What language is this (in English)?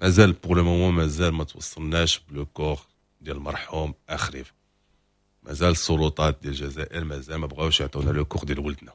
Moroccan Arabic